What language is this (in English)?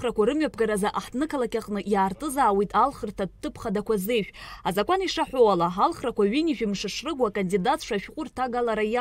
Abkhazian